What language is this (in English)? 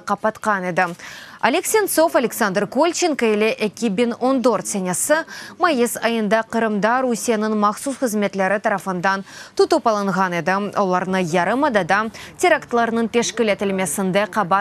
Crimean Tatar